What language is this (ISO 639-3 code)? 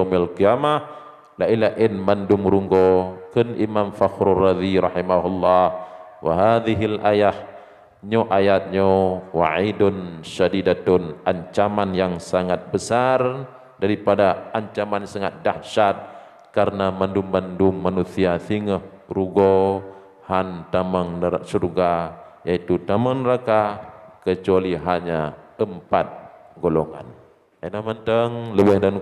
ace